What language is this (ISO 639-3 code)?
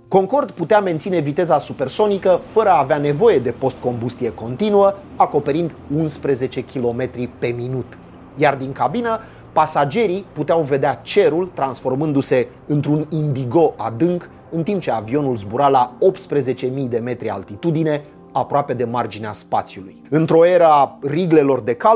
ron